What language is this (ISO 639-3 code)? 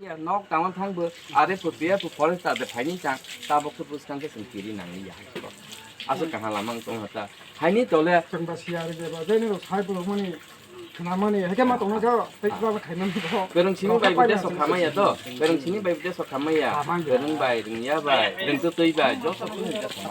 trp